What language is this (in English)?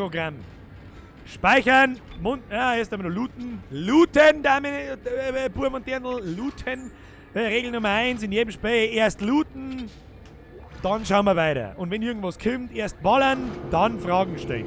Bavarian